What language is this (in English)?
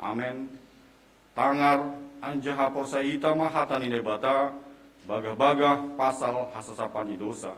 Batak Simalungun